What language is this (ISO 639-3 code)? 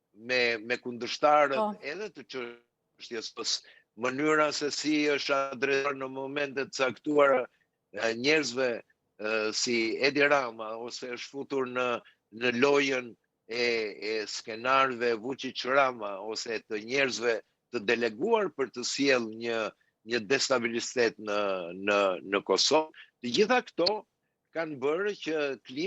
sqi